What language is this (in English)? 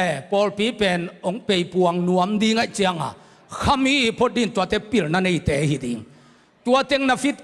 Tedim Chin